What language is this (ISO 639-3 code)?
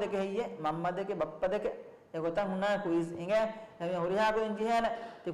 div